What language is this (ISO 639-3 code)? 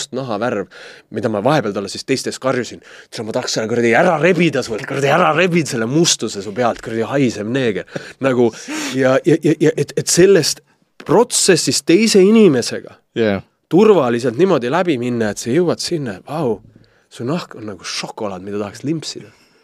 est